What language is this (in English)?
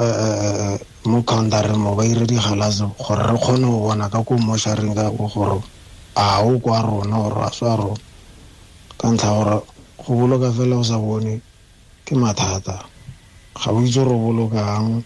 Tswana